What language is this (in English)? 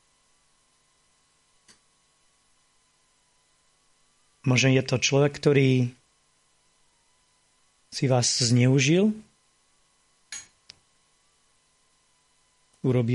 Slovak